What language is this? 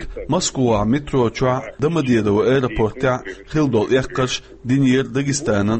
Chechen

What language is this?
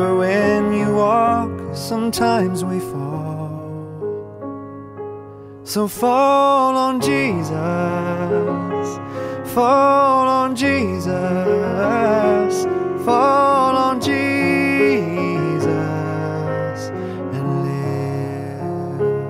Estonian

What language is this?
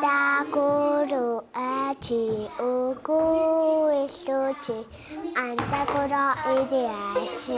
Kalaallisut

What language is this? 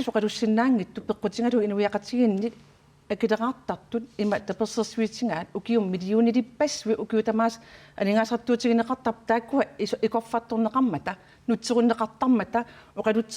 Kalaallisut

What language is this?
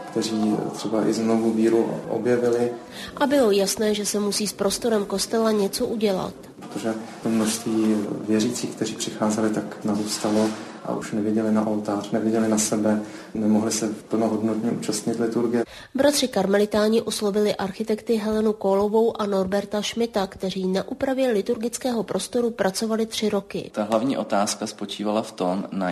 Czech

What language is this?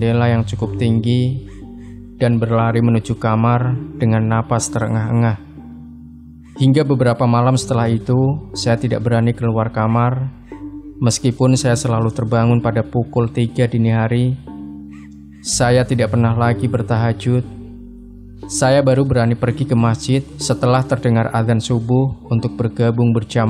Indonesian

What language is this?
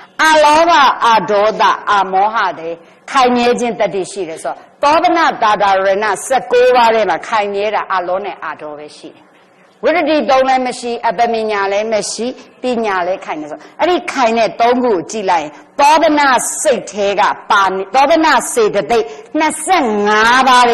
Burmese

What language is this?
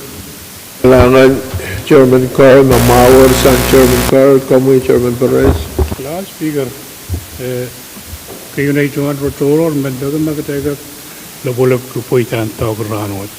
Pohnpeian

